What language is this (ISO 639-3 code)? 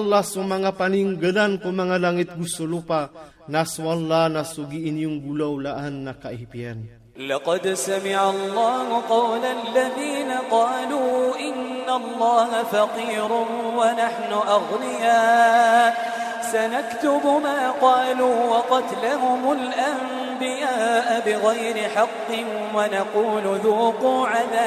mrw